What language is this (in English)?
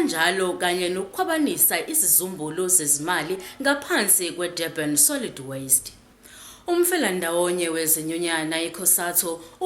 Zulu